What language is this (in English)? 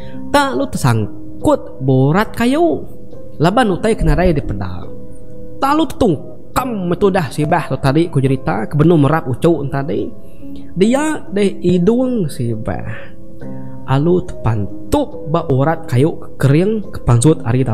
Iban